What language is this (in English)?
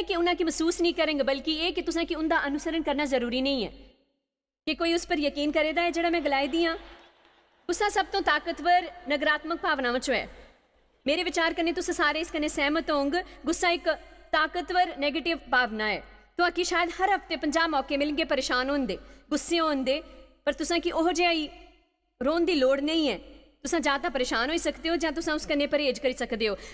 Dogri